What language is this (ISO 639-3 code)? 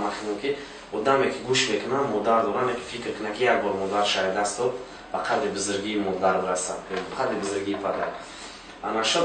tgk